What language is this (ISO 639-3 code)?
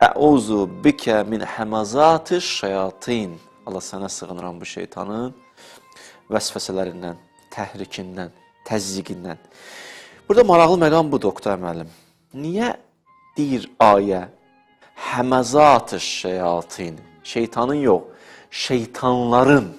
aze